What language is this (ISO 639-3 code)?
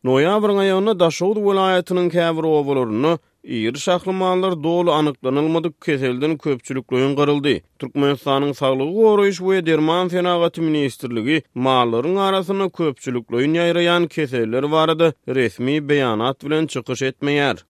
tuk